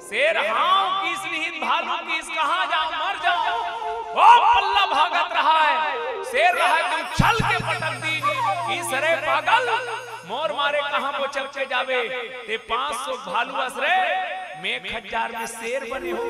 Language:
Chhattisgarhi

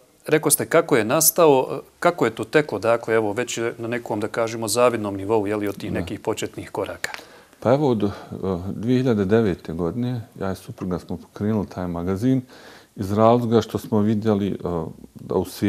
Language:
Bosnian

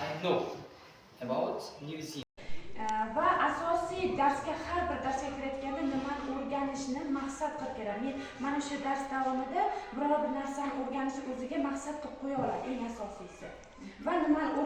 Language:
Uzbek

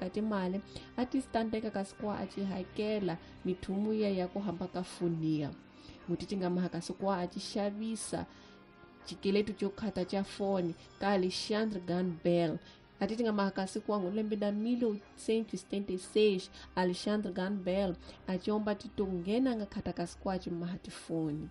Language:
Tsonga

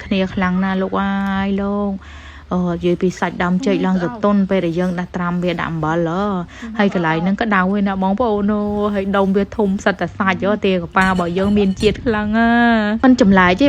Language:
Khmer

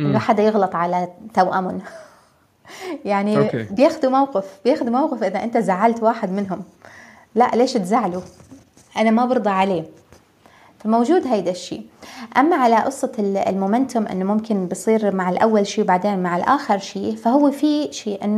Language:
North Levantine Arabic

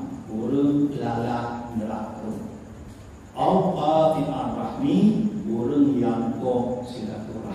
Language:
Achinese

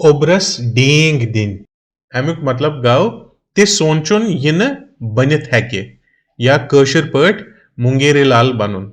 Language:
Kashmiri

